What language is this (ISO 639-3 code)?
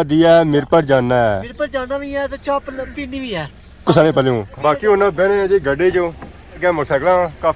phr